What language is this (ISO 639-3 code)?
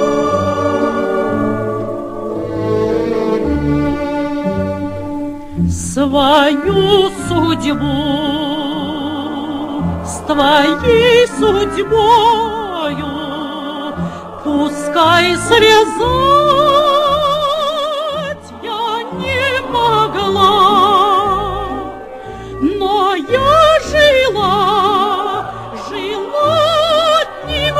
rus